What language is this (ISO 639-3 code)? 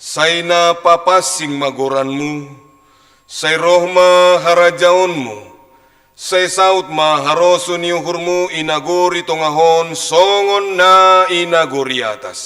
bts